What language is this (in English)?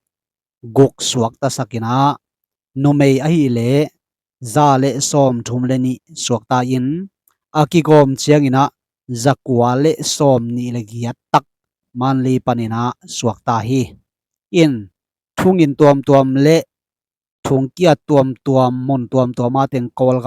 Tedim Chin